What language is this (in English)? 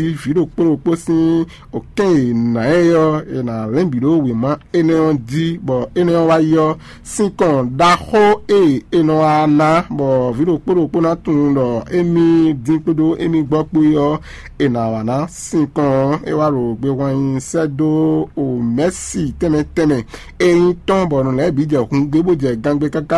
Fon